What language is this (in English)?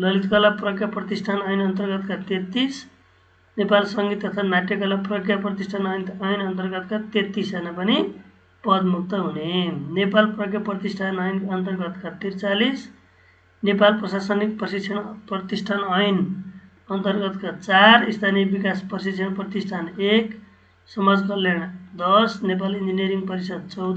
Nepali